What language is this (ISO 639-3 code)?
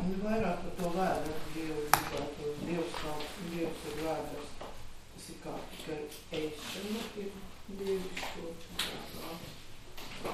lav